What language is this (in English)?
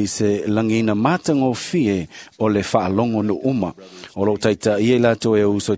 Samoan